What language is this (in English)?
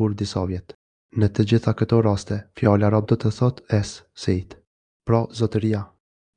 Albanian